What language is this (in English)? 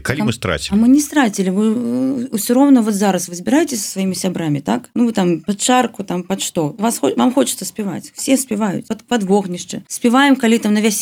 Belarusian